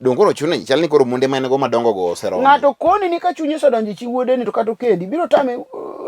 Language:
Luo (Kenya and Tanzania)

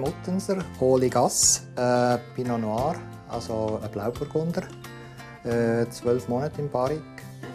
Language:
Swiss German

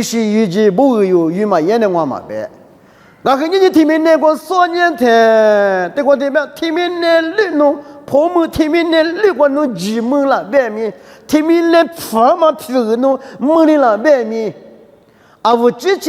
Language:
Lisu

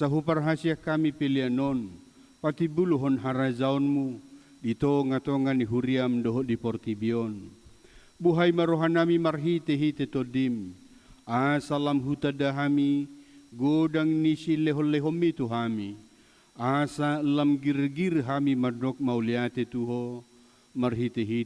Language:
Batak Toba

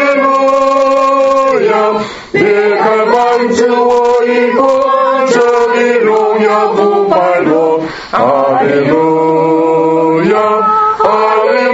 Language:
Chinese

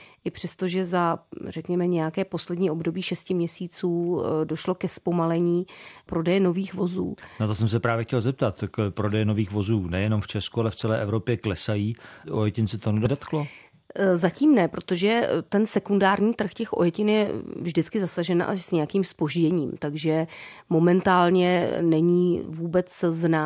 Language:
Czech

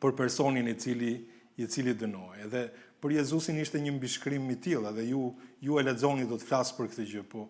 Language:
Albanian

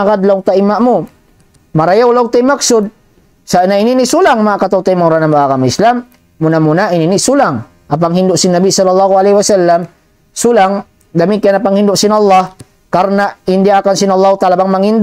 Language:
Tausug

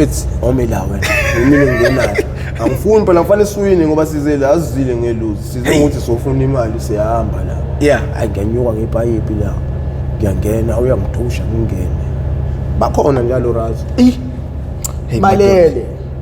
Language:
Zulu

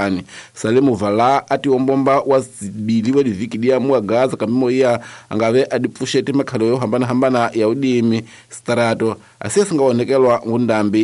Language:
Tsonga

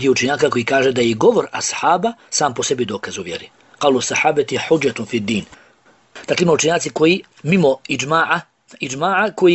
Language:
Bosnian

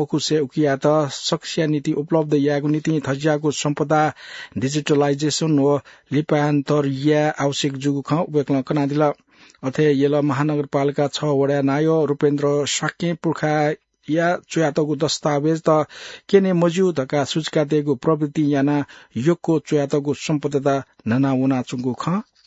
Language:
Newari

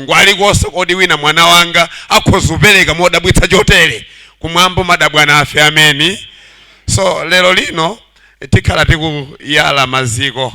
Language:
Nyanja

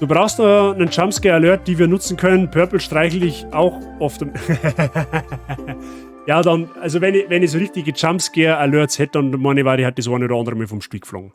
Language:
Bavarian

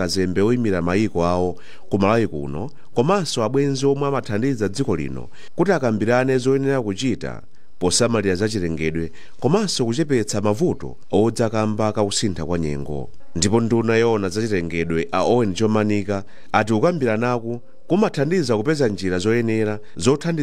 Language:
Nyanja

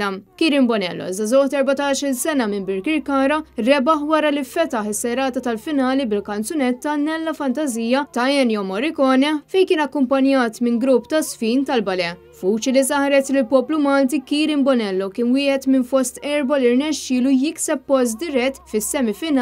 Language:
Maltese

